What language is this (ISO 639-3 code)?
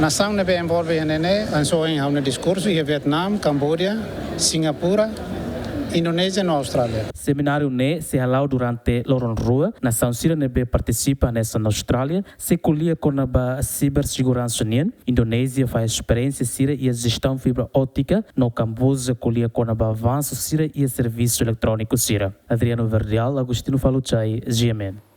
tet